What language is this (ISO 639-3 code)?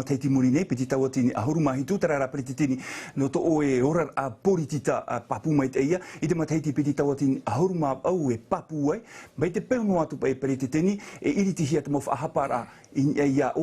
tah